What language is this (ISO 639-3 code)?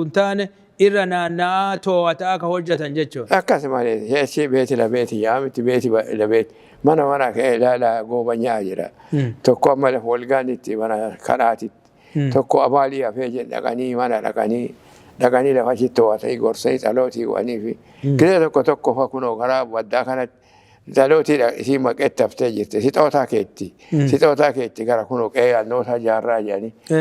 orm